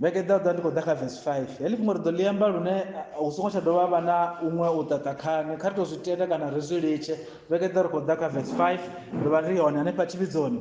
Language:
Venda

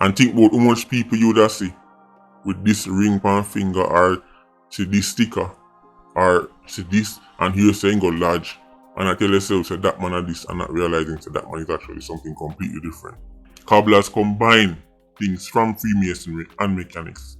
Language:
Jamaican Creole English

